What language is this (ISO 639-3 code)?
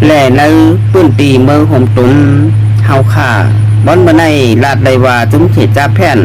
shn